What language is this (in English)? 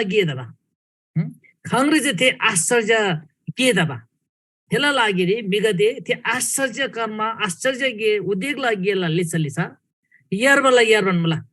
Eastern Tamang